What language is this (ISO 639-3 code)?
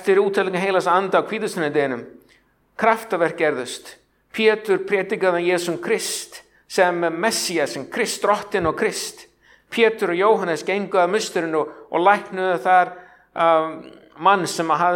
isl